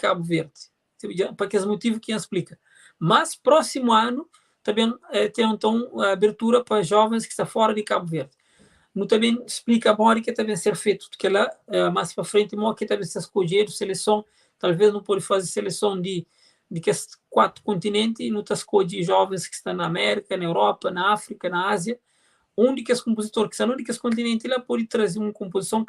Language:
Kabuverdianu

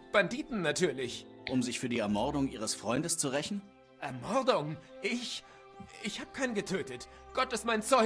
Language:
Swiss German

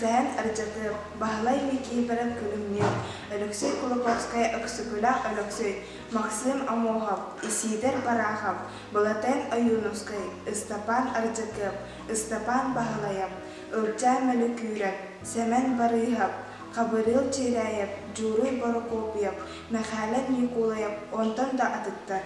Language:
Yakut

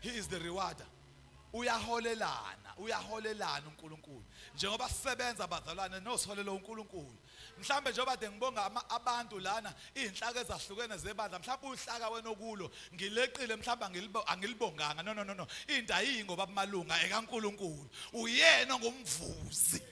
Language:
Zulu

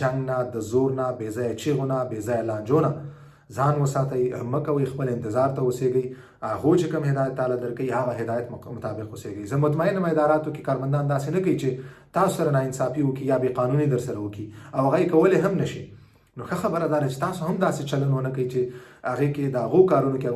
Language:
Pashto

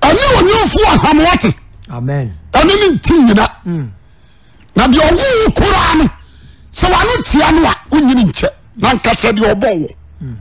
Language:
Akan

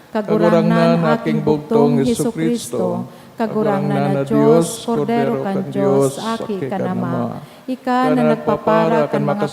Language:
Bikol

